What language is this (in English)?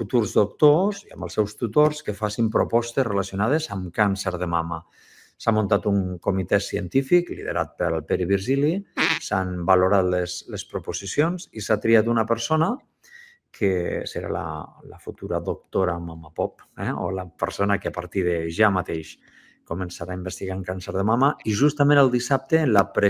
Catalan